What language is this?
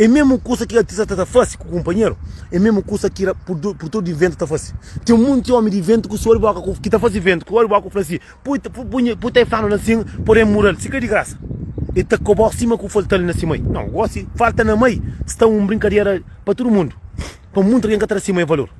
Kabuverdianu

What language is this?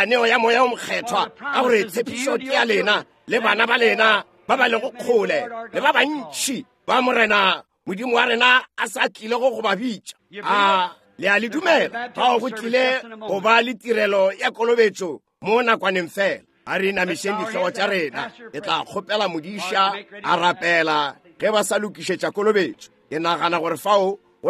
Northern Sotho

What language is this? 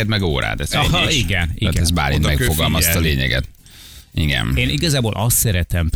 Hungarian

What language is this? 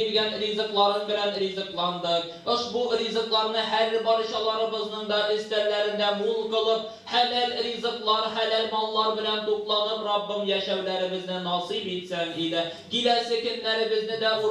Tatar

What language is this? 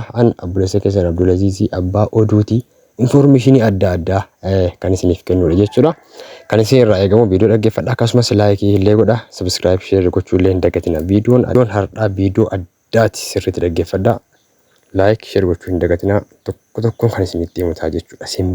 Oromo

